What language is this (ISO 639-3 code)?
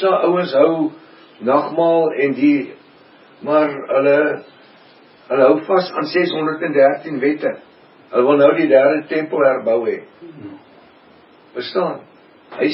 afr